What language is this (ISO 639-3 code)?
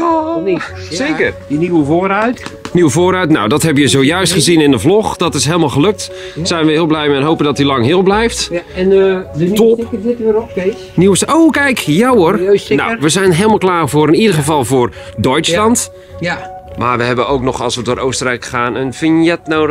nld